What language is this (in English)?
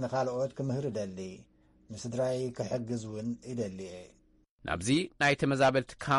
Tigrinya